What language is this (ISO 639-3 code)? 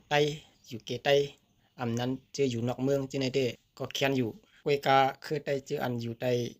shn